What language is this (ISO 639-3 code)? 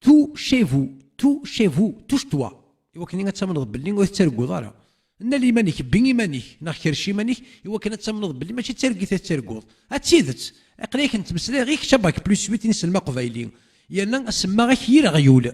kab